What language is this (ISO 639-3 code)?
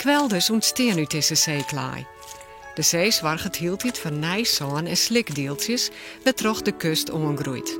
fry